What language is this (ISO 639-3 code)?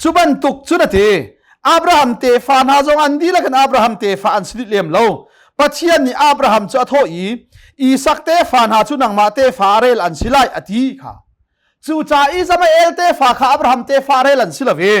cnh